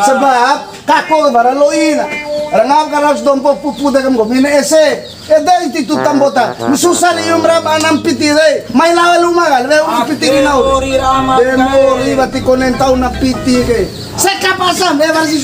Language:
Bima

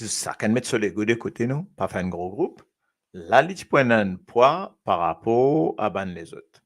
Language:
Morisyen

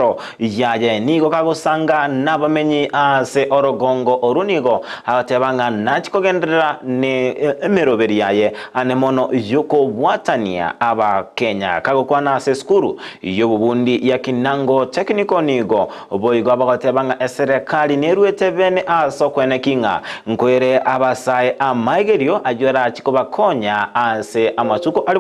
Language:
Gusii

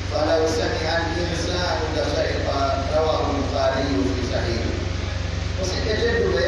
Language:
Pular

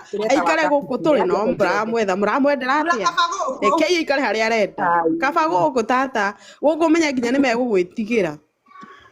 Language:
Kikuyu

